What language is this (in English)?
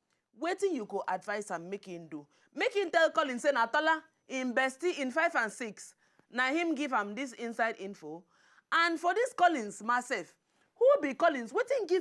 Nigerian Pidgin